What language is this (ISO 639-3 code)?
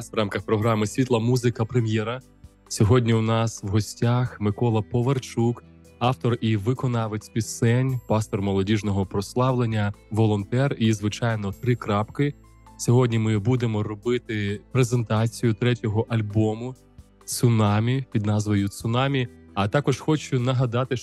ukr